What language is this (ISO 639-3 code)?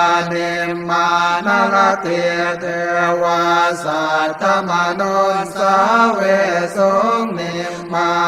pli